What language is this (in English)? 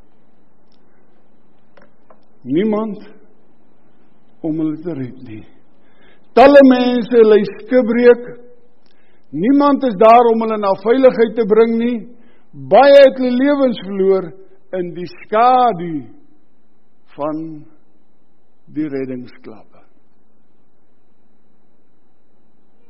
Afrikaans